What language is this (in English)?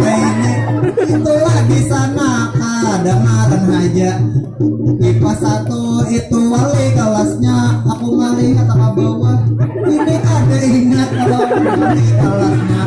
Banjar